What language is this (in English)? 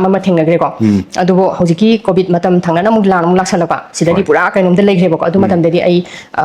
Manipuri